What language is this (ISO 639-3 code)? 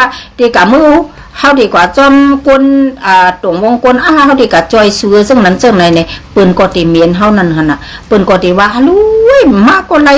shn